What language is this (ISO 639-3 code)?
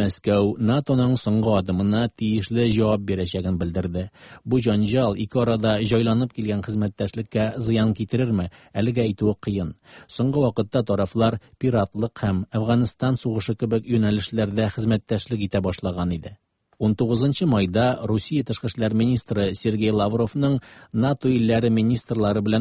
tat